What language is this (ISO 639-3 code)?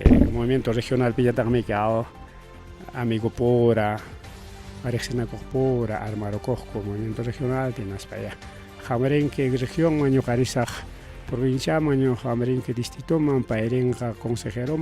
quy